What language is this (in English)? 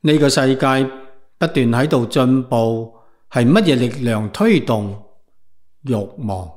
Cantonese